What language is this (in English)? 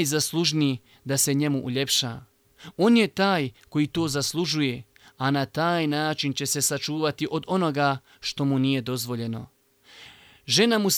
Bosnian